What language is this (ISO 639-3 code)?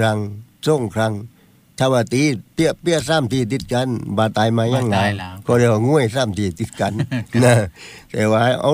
tha